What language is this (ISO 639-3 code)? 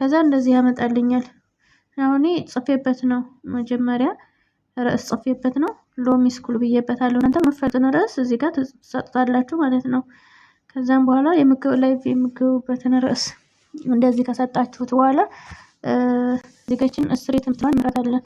amh